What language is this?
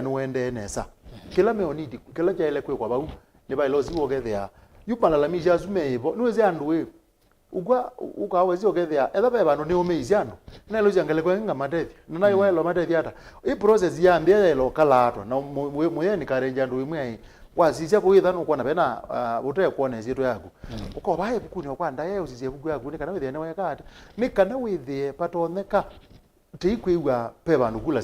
Kamba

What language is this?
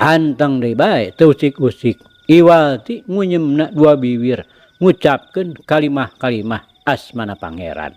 Sundanese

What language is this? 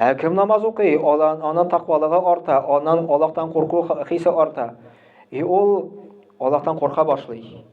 Tatar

